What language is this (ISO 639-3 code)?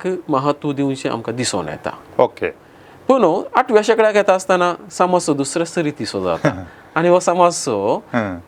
kok